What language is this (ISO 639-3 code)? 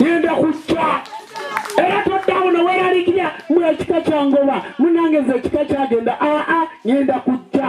lug